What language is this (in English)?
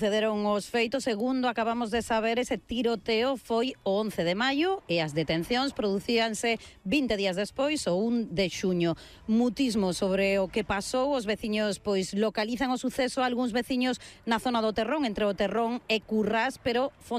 Galician